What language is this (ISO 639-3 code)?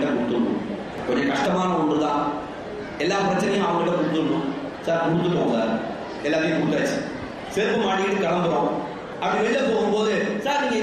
tam